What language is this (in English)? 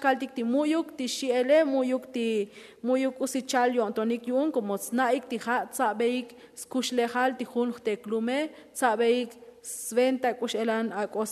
Tzotzil